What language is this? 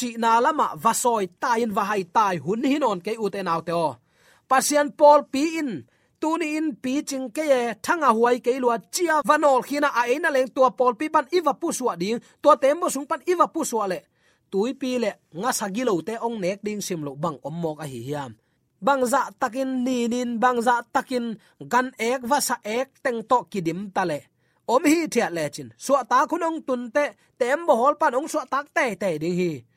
Tedim Chin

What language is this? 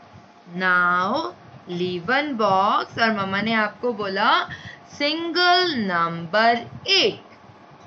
Hindi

